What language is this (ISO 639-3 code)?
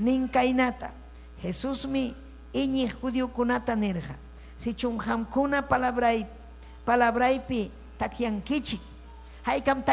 quy